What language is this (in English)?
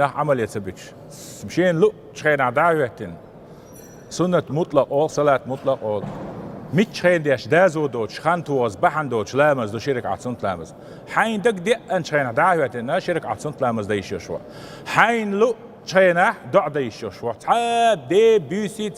Chechen